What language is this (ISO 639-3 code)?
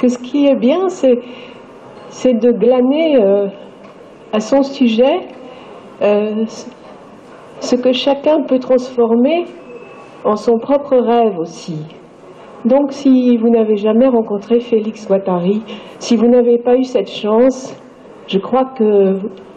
fra